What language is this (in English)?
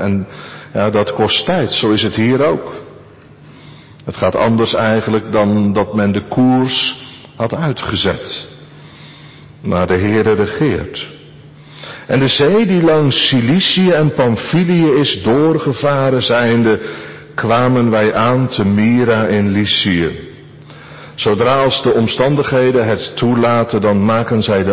Dutch